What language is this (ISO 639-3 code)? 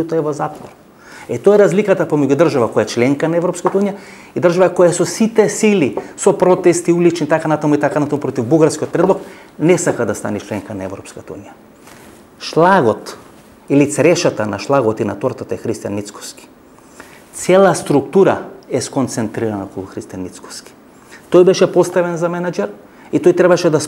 mkd